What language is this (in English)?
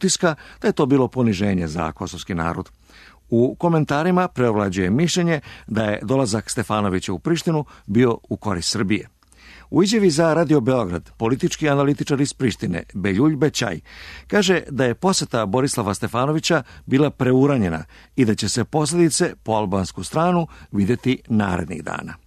Serbian